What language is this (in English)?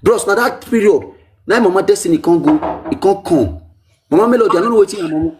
Nigerian Pidgin